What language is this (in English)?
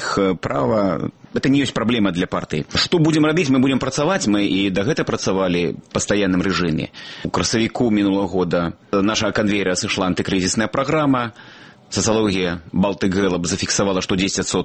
Belarusian